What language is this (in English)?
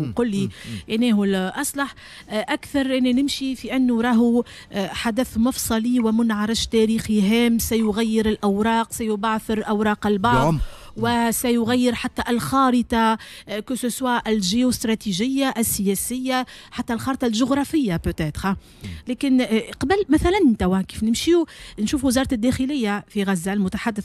Tunisian Arabic